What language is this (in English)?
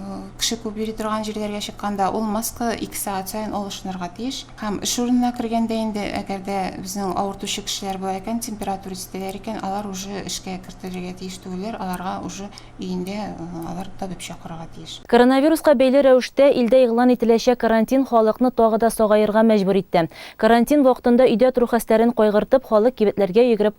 Tatar